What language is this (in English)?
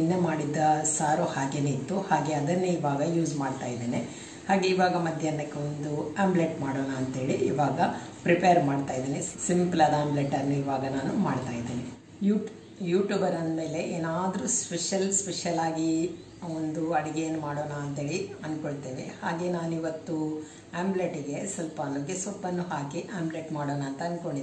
Kannada